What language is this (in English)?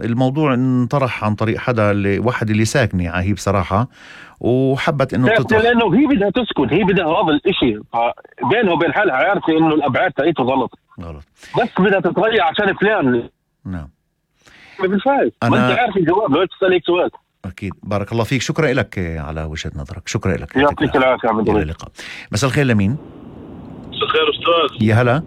North Levantine Arabic